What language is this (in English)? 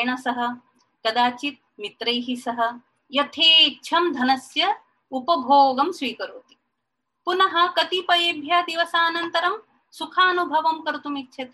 Sanskrit